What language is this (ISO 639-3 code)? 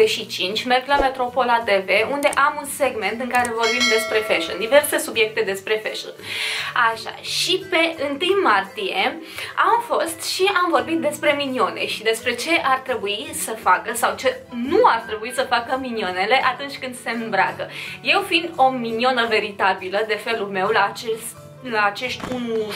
ron